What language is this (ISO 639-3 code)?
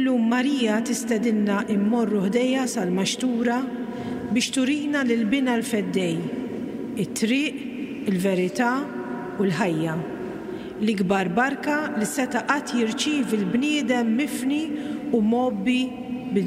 mlt